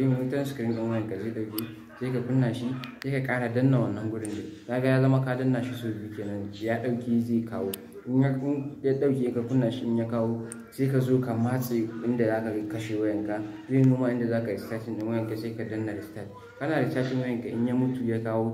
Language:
Hausa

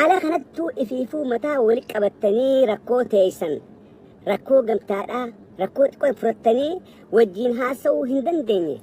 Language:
Oromo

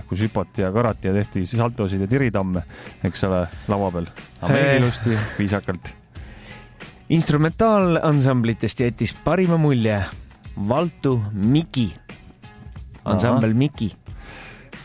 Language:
Estonian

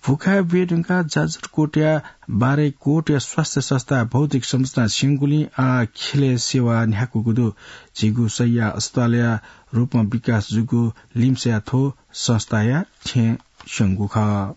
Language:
Newari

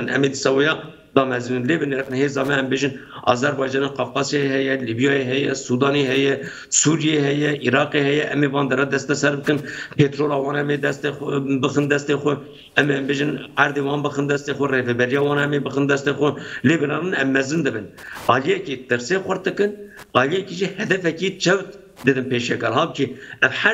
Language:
Kurdish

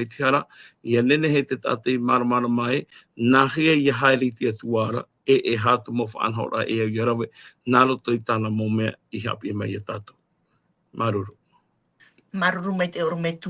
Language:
Tahitian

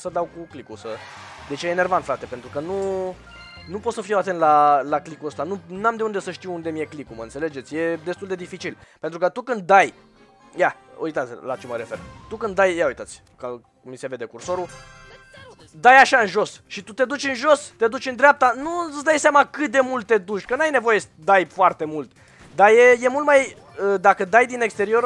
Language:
Romanian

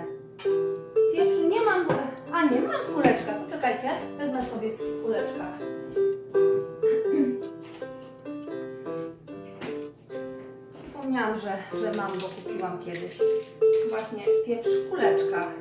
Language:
Polish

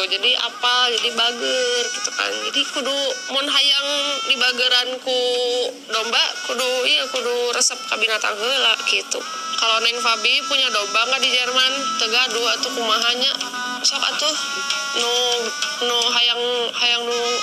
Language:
Sundanese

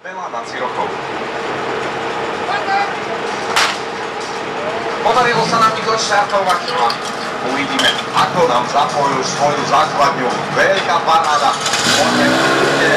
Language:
Slovak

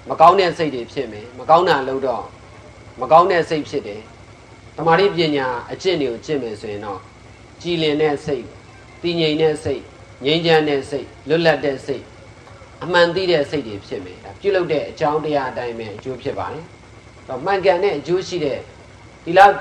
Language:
Burmese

